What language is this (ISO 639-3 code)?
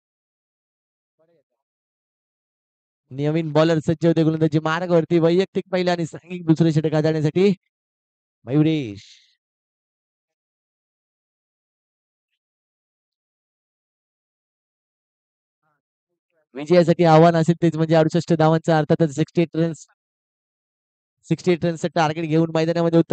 mar